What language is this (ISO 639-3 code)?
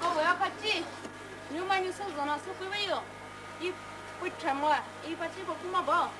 pmx